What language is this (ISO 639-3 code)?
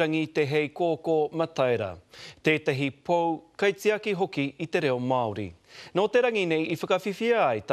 mri